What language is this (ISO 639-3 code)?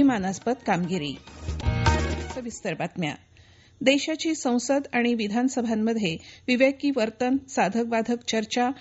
mar